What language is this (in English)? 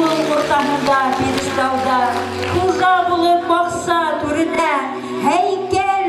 Bashkir